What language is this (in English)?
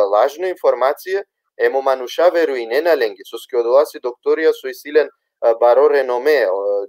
Balkan Romani